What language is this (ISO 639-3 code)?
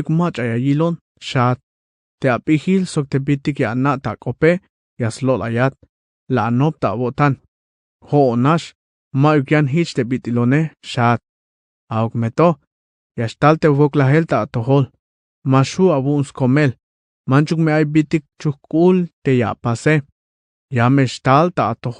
tzh